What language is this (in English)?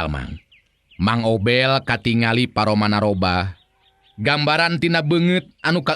Sundanese